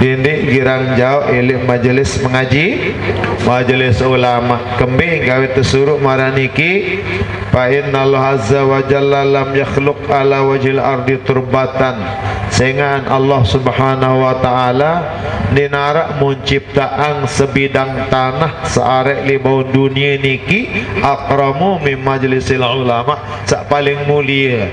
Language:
Sasak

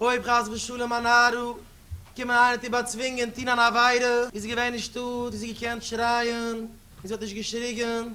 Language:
Yiddish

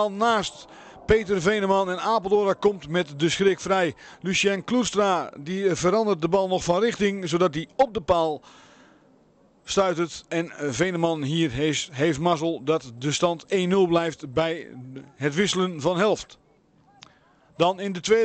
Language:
Dutch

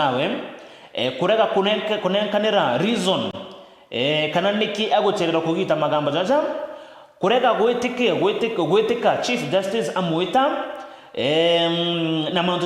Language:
Meru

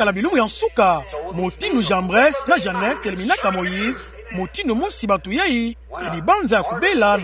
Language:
Kituba (Democratic Republic of Congo)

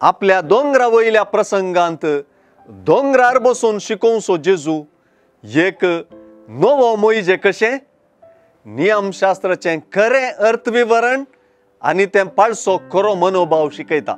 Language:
Konkani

